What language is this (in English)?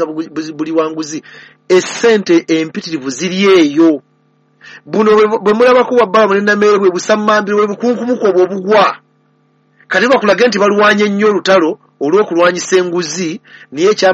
Ganda